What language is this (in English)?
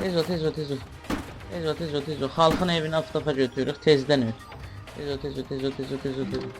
South Azerbaijani